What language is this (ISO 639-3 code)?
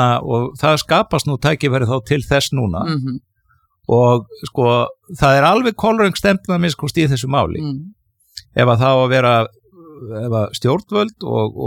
isl